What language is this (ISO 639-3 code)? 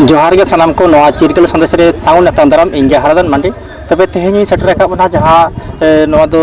sat